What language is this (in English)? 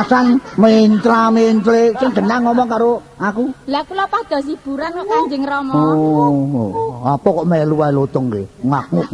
Javanese